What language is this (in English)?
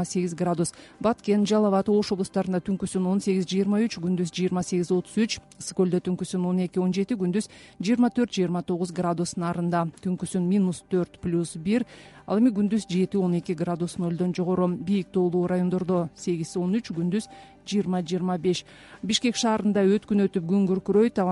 Kyrgyz